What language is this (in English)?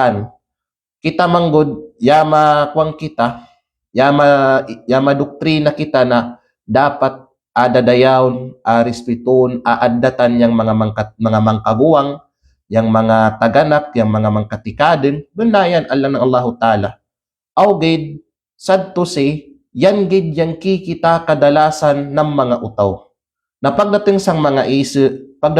Kalagan